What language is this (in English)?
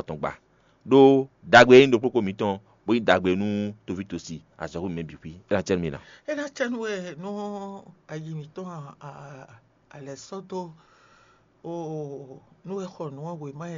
Fon